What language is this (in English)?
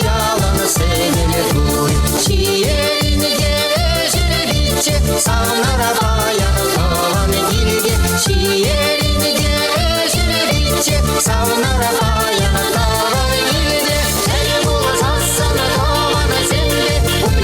Chuvash